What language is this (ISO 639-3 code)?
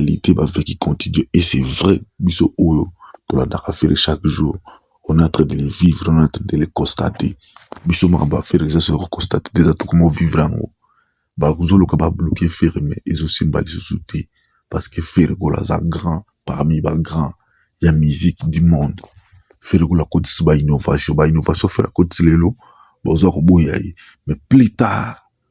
lin